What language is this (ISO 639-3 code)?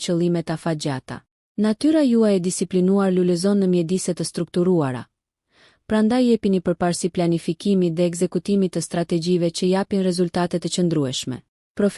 sqi